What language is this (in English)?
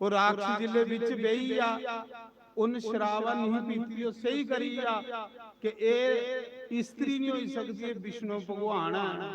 Dogri